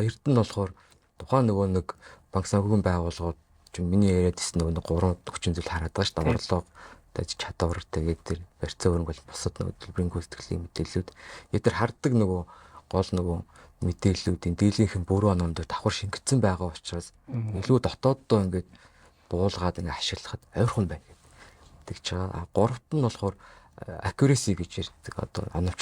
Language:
Mongolian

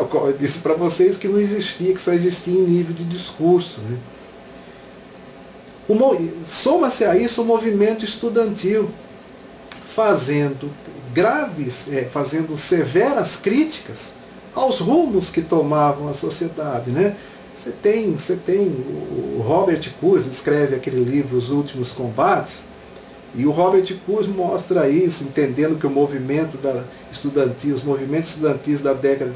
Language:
Portuguese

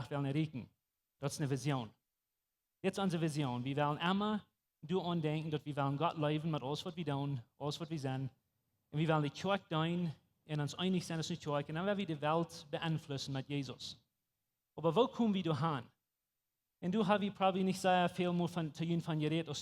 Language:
Plautdietsch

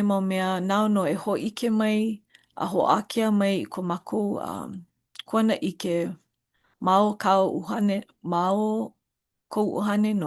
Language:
Hawaiian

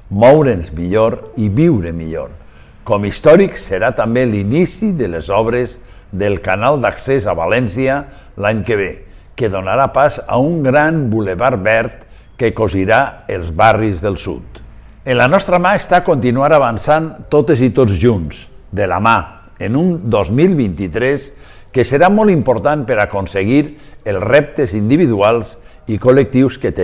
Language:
Catalan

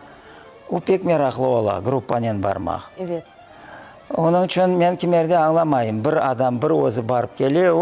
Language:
Crimean Tatar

